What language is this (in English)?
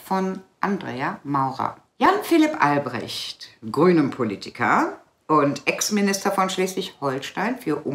German